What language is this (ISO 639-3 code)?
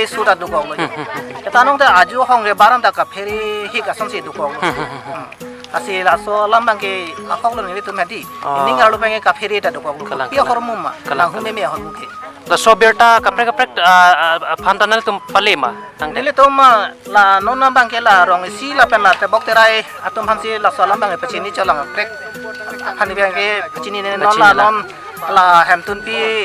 mjw